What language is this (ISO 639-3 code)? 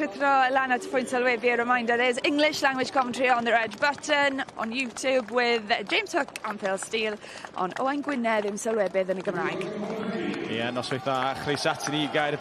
cym